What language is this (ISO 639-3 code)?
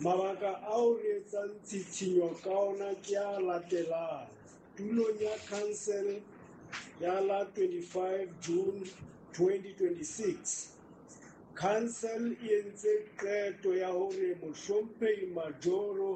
sot